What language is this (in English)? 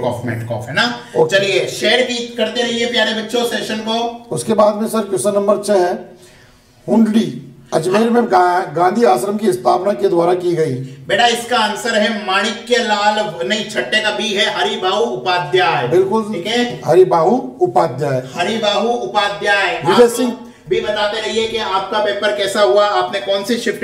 Hindi